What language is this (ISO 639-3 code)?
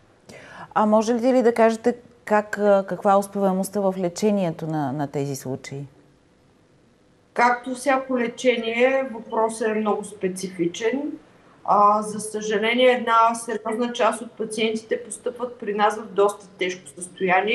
bul